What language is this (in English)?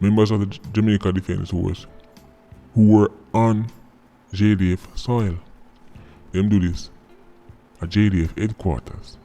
Jamaican Creole English